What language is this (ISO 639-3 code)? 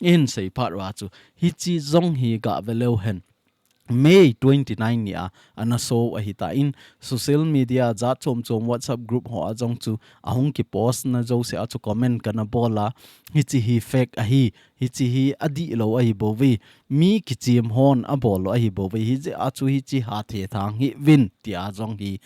tcz